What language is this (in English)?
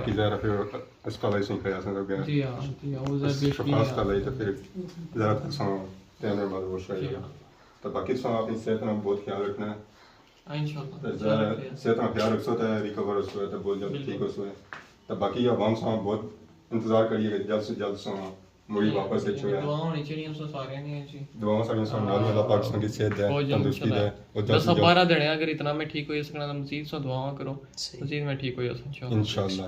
Pahari-Potwari